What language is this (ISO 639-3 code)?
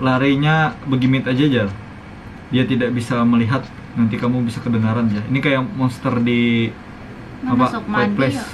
bjn